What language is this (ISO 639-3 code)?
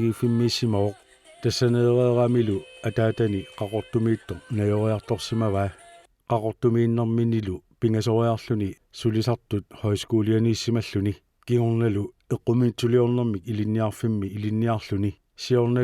kal